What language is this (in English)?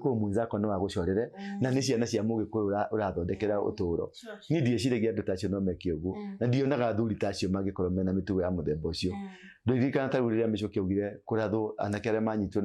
Kikuyu